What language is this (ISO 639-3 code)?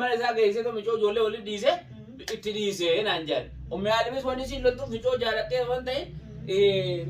orm